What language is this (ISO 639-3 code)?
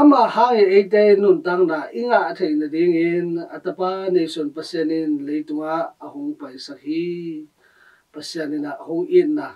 ctd